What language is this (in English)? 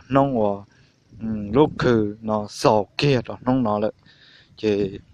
Hmong